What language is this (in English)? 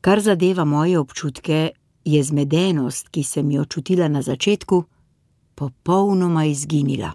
Slovenian